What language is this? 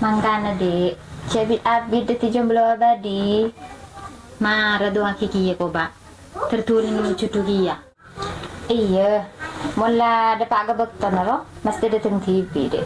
Madurese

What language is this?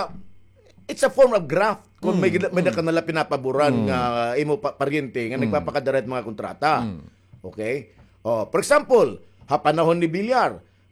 Waray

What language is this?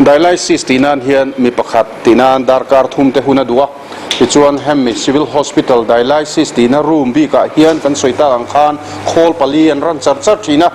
Mizo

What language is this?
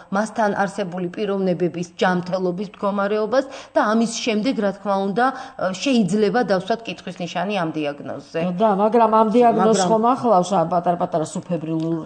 Georgian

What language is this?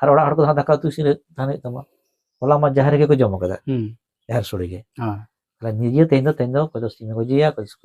Santali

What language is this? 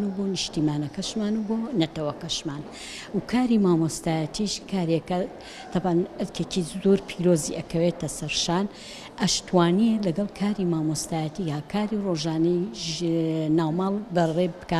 Central Kurdish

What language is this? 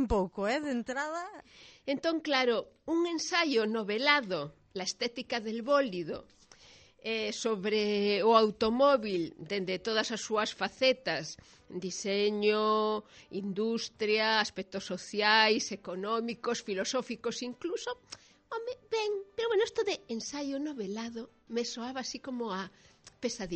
Galician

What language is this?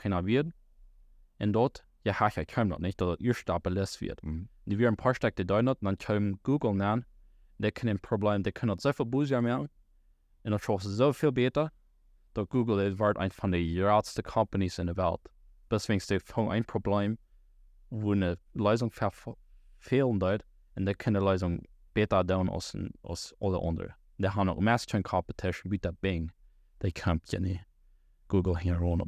Plautdietsch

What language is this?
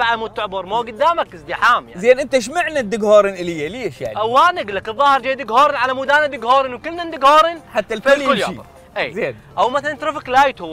Mesopotamian Arabic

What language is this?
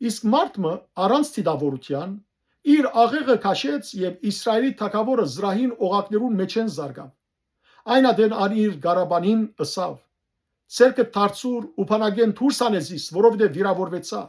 Western Armenian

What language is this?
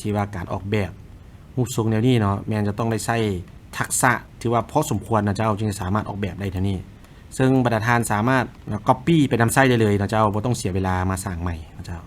Lao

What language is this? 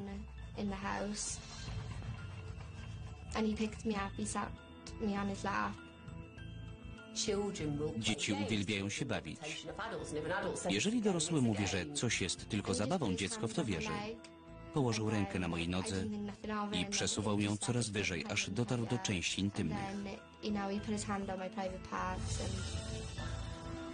Polish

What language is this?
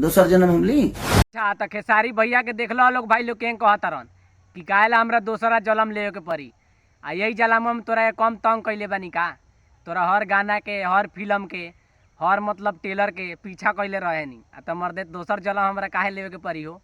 Bhojpuri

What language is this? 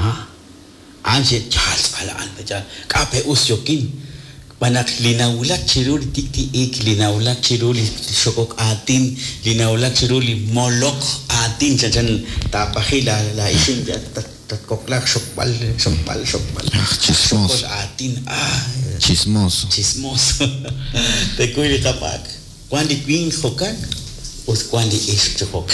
Kekchí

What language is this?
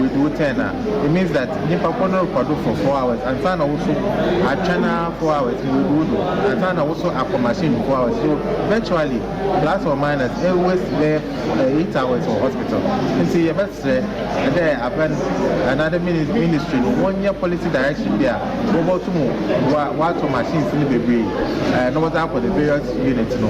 Akan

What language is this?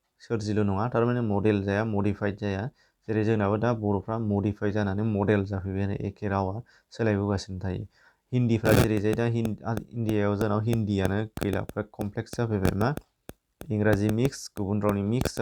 Bodo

